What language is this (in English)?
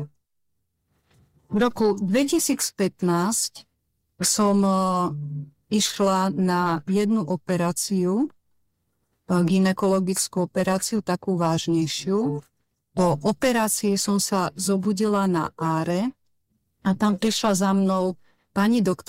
Slovak